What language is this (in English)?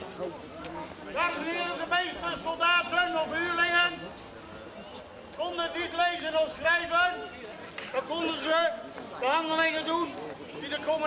Dutch